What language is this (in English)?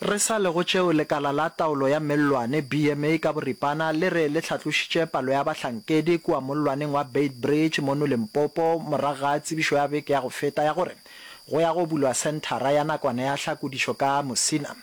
Northern Sotho